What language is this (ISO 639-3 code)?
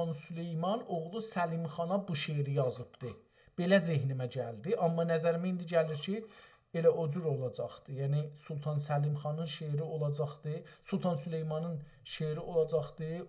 azb